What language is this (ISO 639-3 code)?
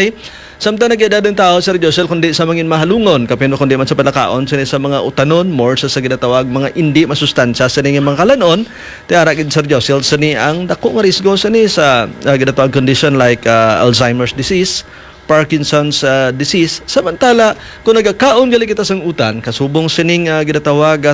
hil